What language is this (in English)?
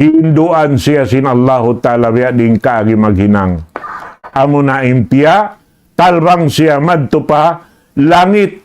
Tausug